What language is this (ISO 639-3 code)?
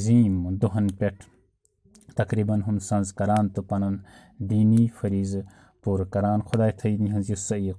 kas